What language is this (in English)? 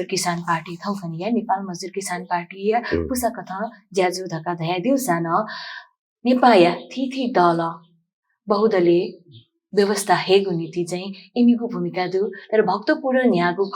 Newari